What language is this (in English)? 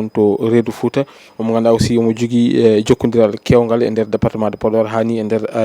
Fula